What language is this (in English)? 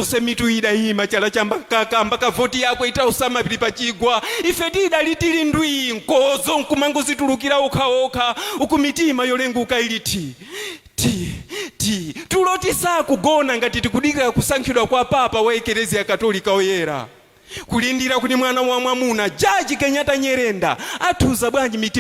Nyanja